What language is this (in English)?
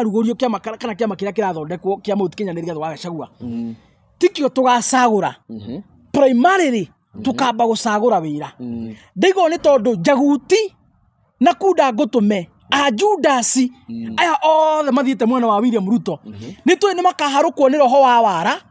Kikuyu